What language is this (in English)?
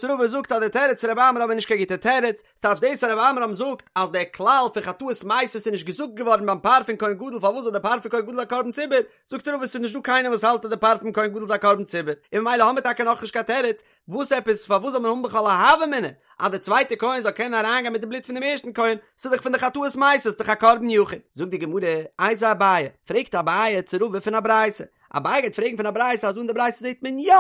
Yiddish